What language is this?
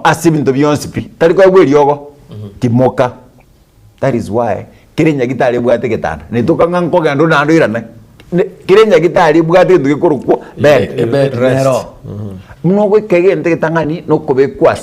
Gusii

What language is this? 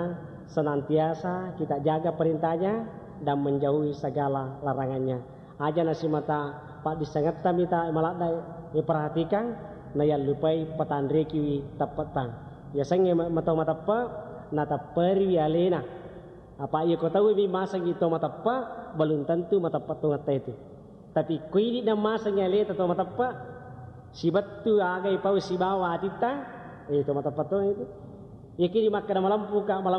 Buginese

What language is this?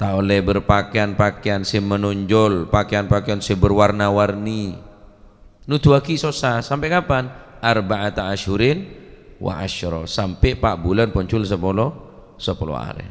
Madurese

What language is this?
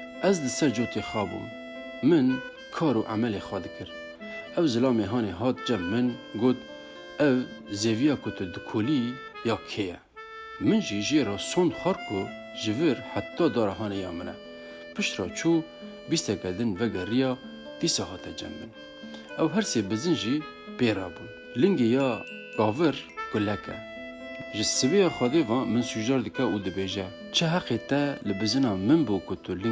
Kurdish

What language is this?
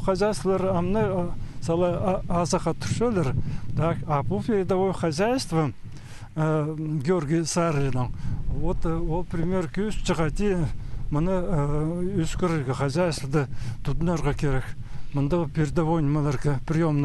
Khakas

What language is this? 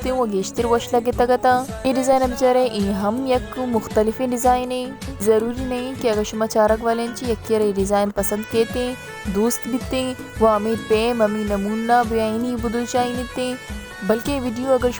Baluchi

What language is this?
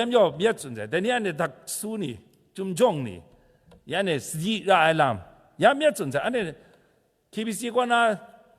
Kachin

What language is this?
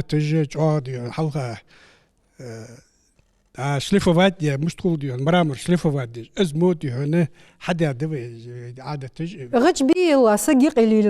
Ingush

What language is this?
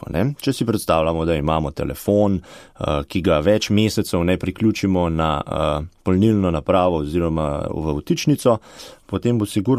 Slovenian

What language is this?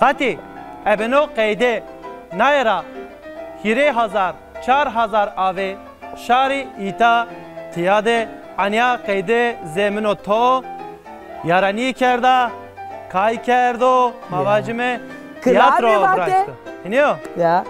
Zaza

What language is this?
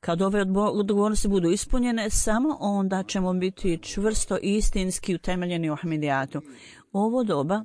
Bosnian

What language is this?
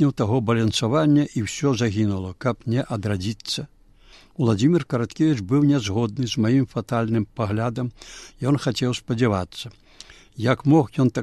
Belarusian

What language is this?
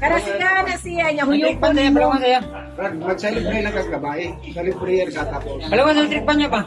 Cebuano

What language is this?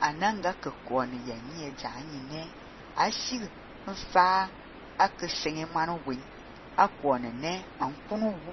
Fang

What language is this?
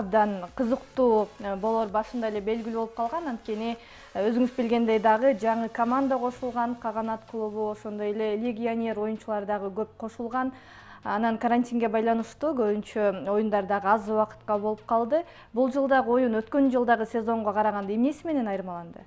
Kyrgyz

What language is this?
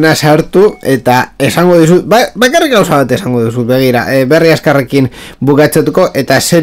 Basque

